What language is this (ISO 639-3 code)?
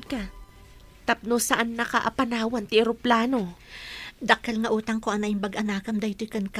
ilo